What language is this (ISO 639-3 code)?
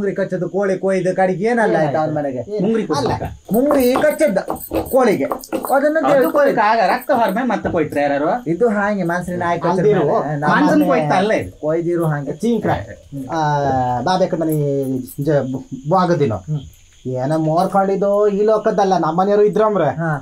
kan